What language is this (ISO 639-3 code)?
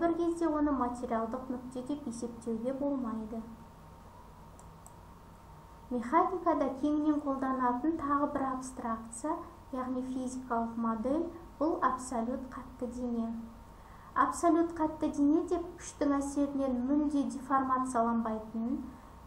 kaz